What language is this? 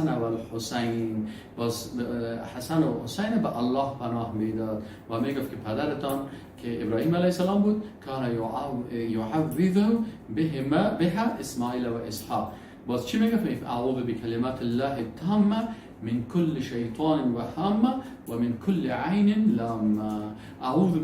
Persian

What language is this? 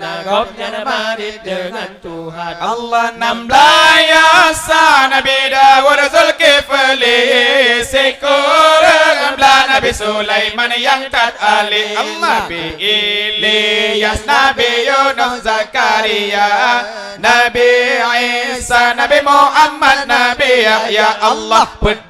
Achinese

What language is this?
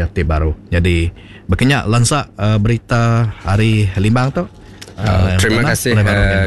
Iban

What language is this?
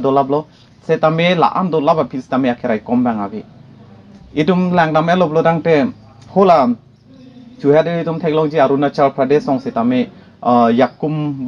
Karbi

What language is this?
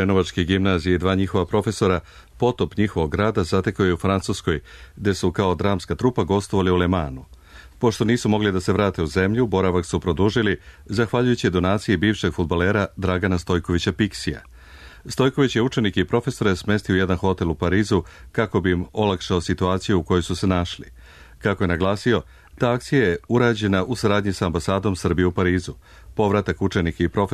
Serbian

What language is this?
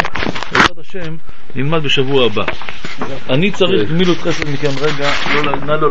Hebrew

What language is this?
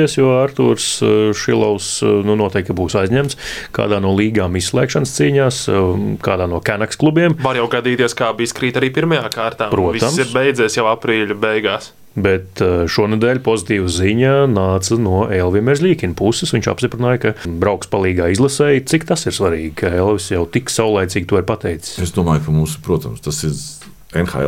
Latvian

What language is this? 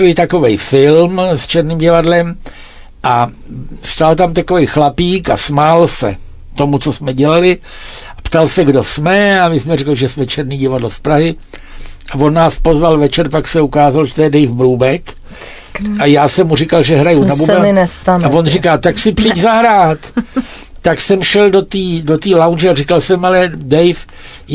Czech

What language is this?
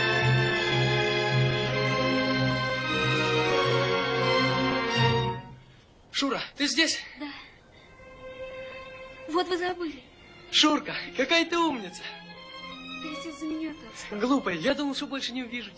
Russian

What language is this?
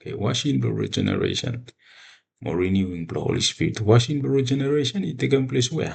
Bislama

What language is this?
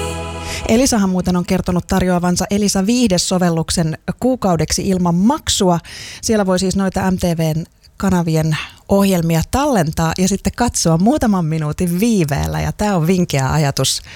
Finnish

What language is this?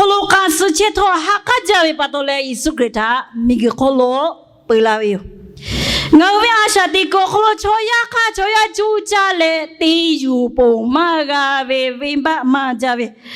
Lahu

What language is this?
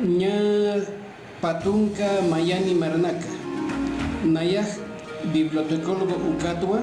Aymara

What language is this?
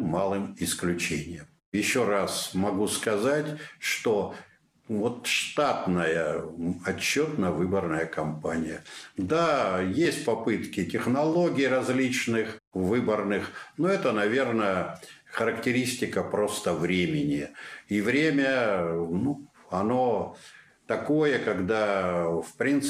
Russian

